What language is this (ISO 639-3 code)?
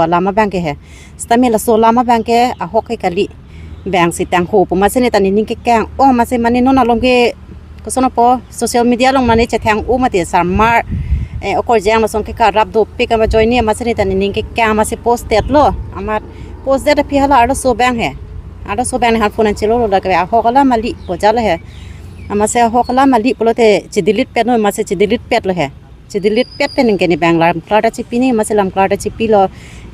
mjw